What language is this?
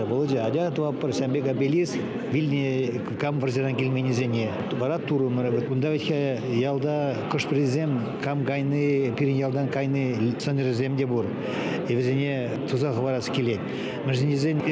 Chuvash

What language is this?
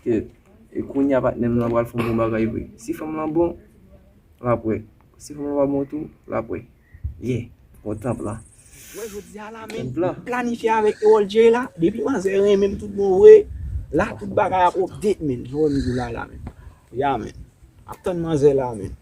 Haitian Creole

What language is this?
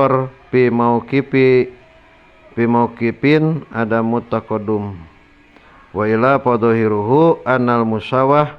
Sundanese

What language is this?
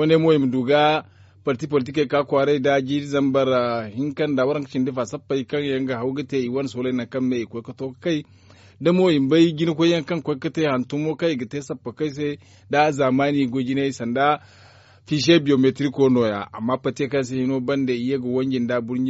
Zarma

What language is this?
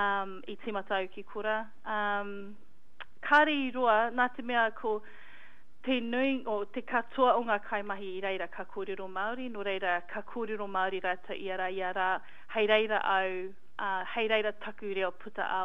Māori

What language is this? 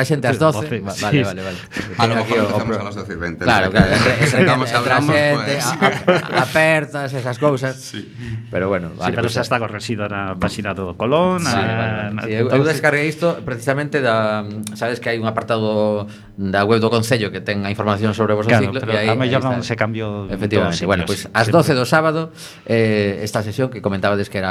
Galician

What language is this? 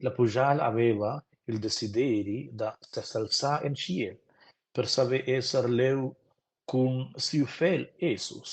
Romansh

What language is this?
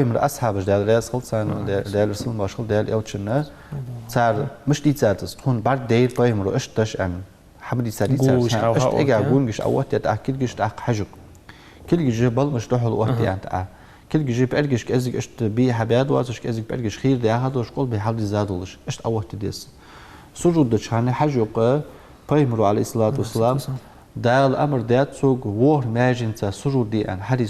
Ingush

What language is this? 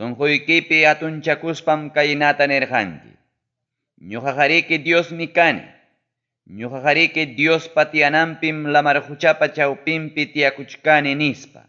Ayacucho Quechua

